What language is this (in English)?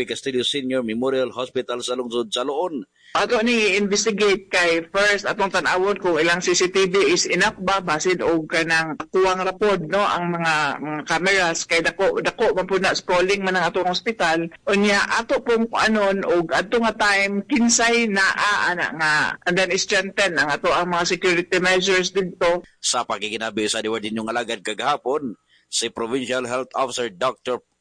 Cebuano